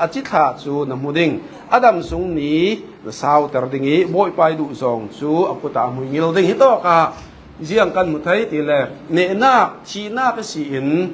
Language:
Falam Chin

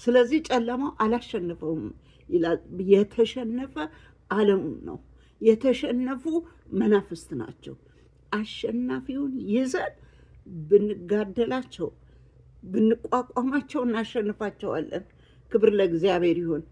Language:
Amharic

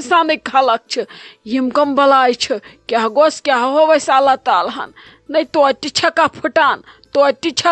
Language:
Kashmiri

